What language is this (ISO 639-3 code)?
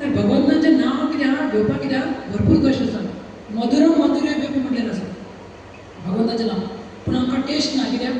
kok